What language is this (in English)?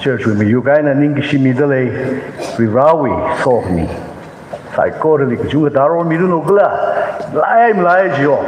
Tangkhul Naga (India)